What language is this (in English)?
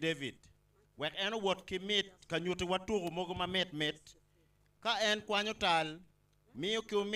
Acoli